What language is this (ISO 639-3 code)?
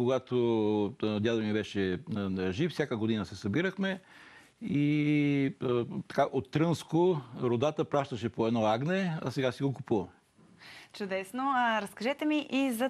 bul